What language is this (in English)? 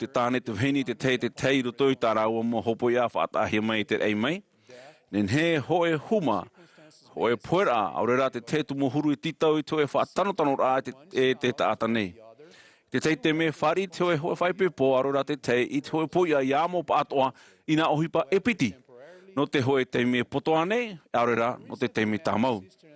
Tahitian